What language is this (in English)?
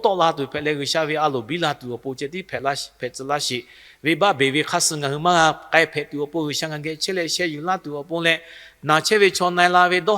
Lahu